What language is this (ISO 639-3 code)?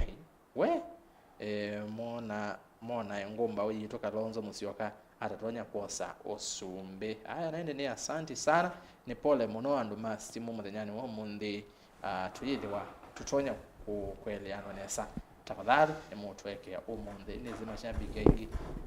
kam